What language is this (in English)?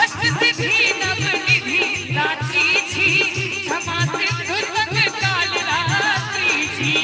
Maithili